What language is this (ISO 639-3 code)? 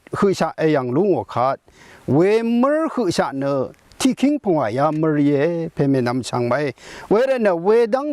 raw